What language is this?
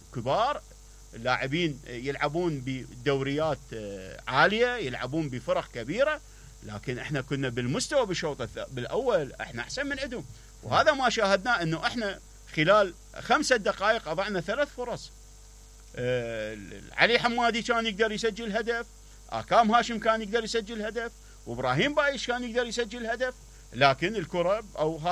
Mesopotamian Arabic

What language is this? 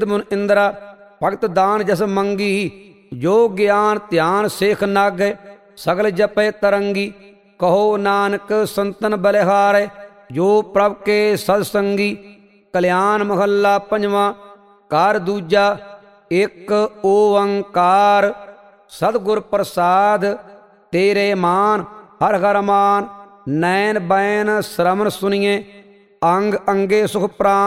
Punjabi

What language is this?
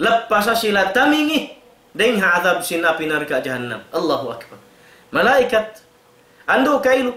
Tausug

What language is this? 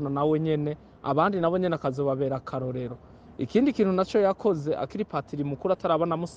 Rundi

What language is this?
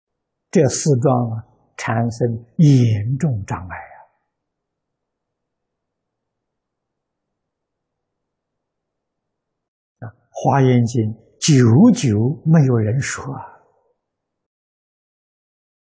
Chinese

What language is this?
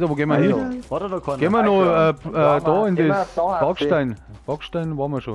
Bavarian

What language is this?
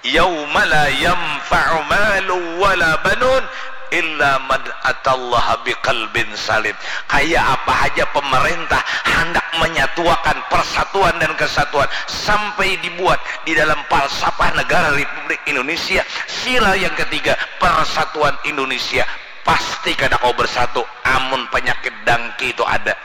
Banjar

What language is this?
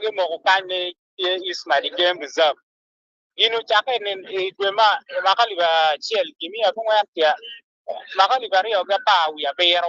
Acoli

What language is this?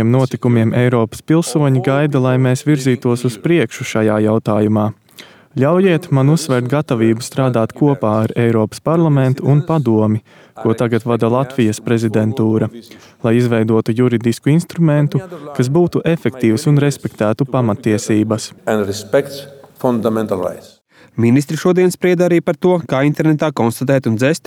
Latvian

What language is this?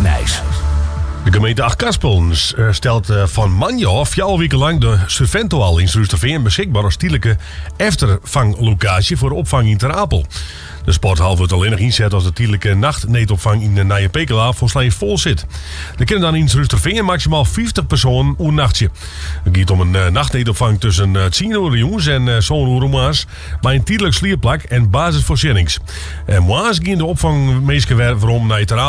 Western Frisian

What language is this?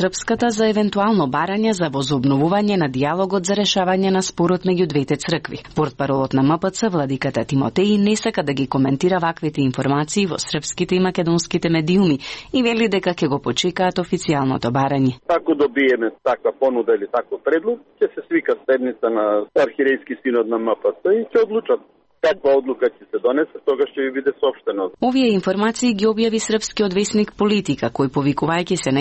Macedonian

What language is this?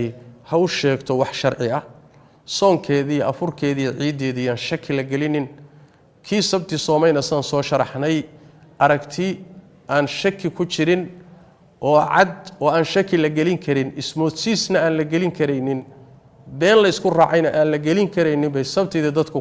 Somali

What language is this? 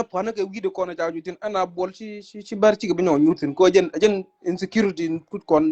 Nuer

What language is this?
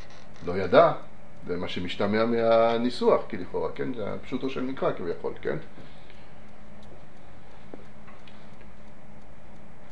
Hebrew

